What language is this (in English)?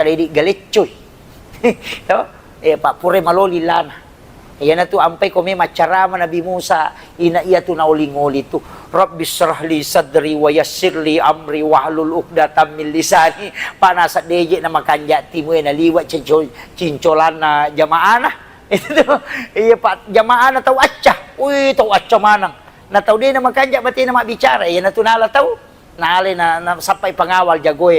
Buginese